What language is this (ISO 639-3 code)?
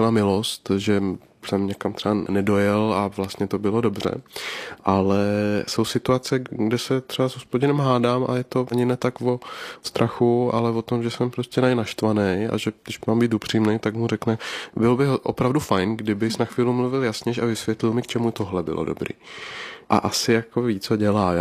ces